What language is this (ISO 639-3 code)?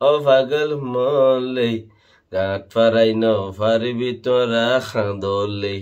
rhg